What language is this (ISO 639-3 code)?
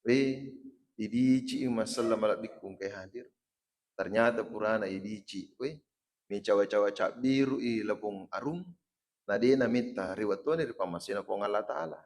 bug